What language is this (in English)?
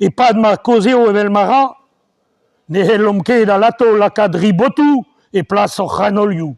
Breton